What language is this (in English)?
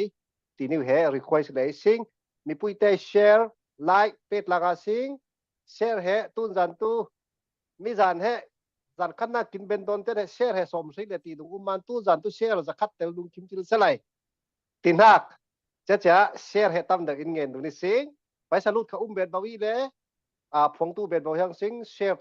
Falam Chin